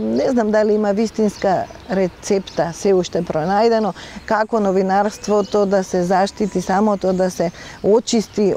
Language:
Macedonian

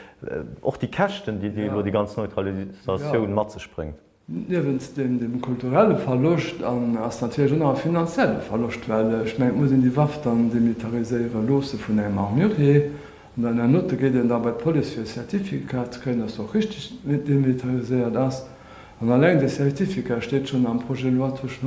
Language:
Luxembourgish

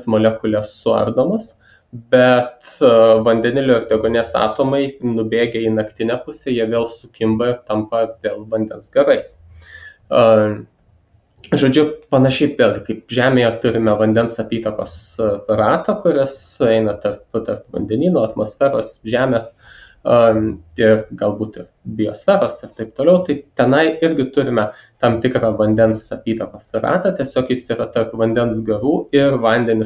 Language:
Lithuanian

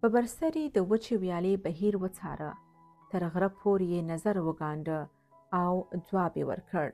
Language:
Pashto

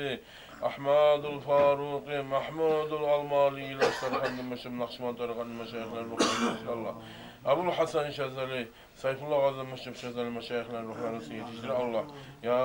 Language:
Kumyk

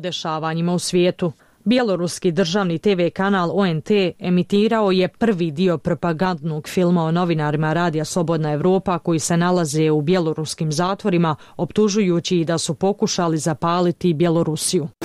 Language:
Bosnian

